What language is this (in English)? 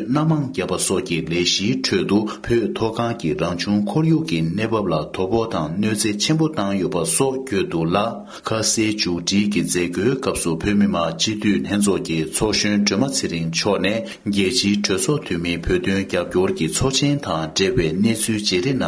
Tibetan